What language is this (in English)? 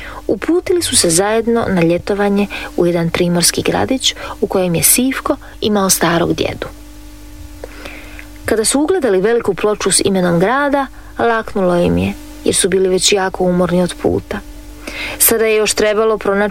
Croatian